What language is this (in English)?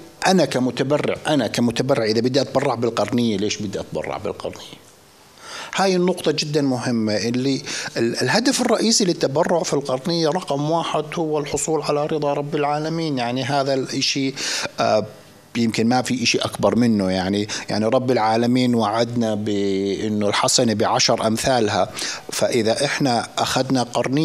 North Levantine Arabic